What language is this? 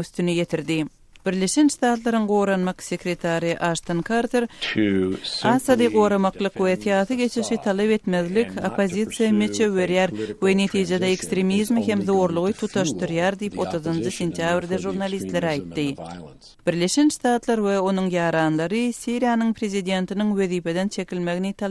Turkmen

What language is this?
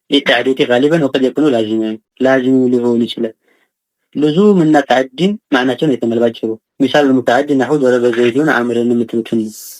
Amharic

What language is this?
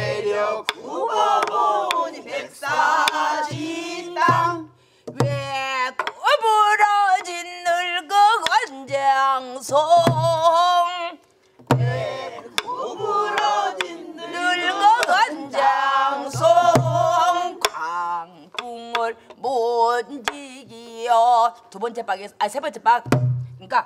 Korean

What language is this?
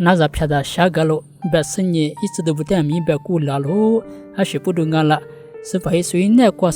Lisu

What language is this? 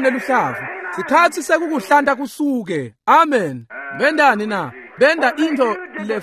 Swati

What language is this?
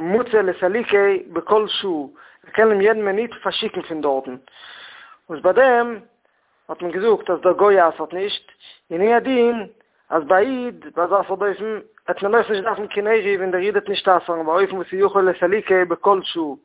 Yiddish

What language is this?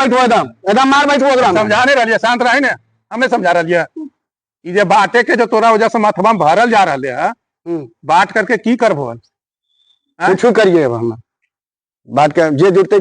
Magahi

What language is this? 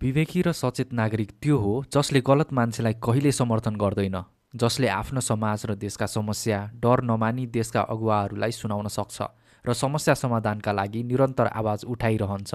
Nepali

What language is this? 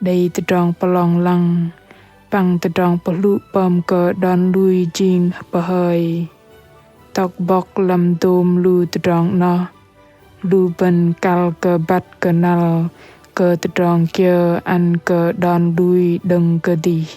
Bahnar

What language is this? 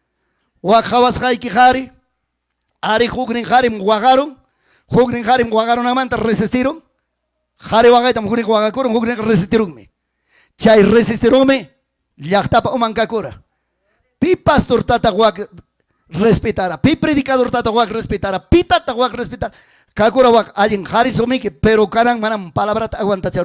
Ayacucho Quechua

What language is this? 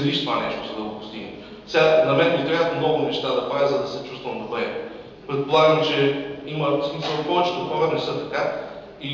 Bulgarian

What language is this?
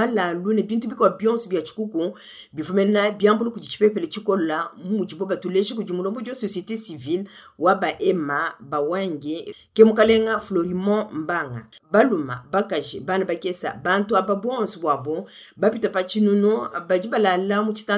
Luba-Lulua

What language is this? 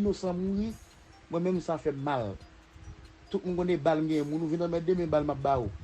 Haitian Creole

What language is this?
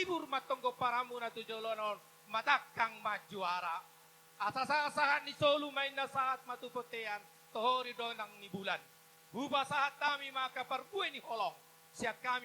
Batak Toba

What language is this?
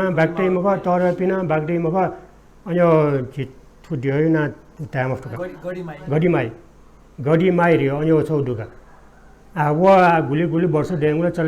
Newari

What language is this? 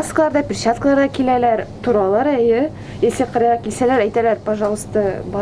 Tatar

